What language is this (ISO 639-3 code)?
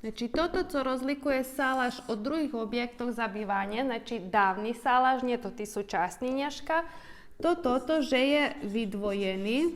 rue